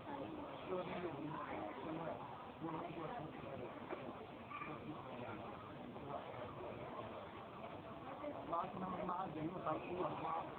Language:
Chinese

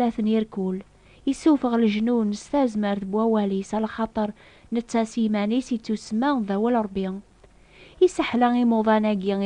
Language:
Kabyle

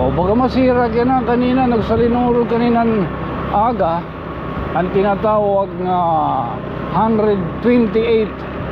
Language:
Waray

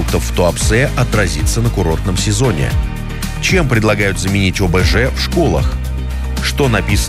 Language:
Russian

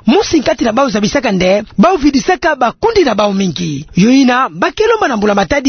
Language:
Kituba (Democratic Republic of Congo)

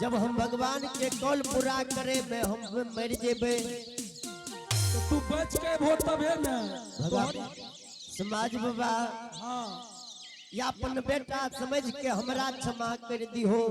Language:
Angika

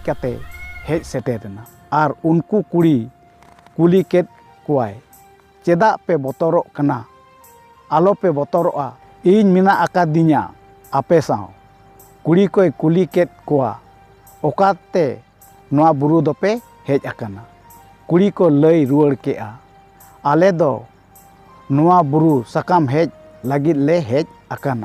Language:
Santali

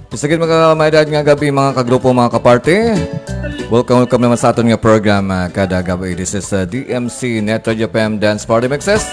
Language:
Hiligaynon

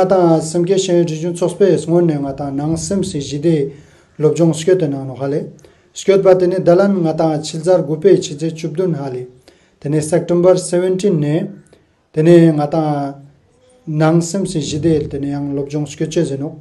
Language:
Ladakhi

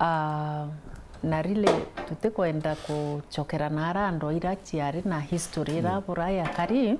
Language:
Meru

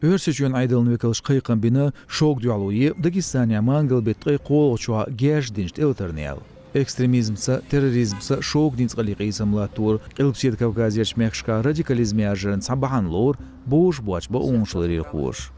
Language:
Chechen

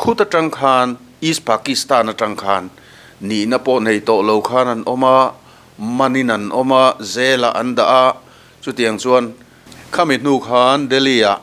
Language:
Mizo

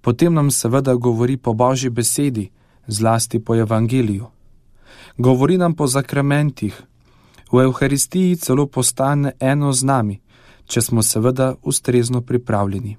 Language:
Slovenian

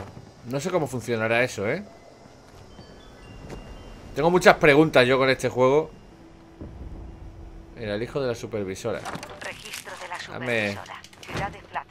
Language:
Spanish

